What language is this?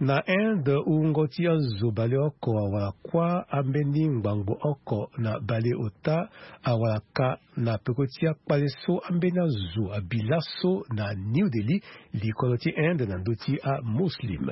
Sango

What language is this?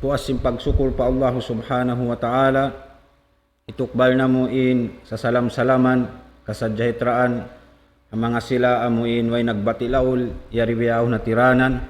Tausug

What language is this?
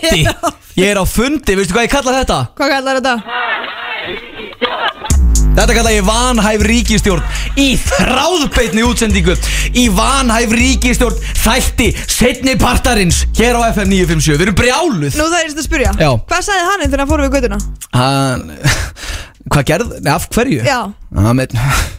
Icelandic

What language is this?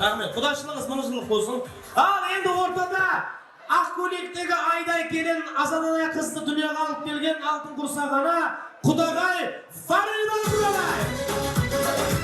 Kara-Kalpak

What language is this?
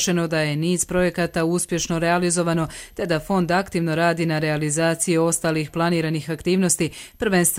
Croatian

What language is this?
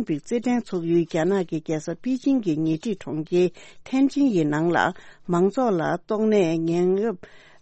Tibetan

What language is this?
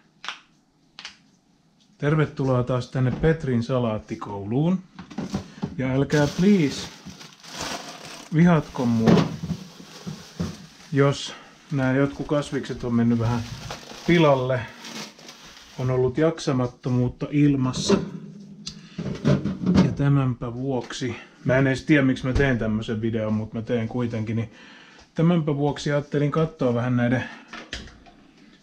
Finnish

